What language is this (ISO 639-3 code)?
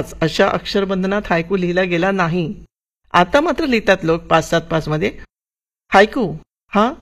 mar